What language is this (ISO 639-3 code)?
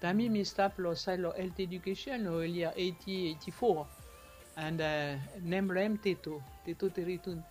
bis